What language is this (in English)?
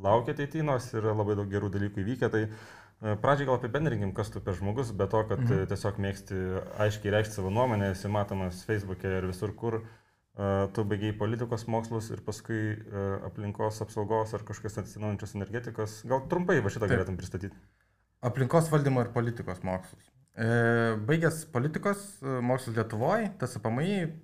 Lithuanian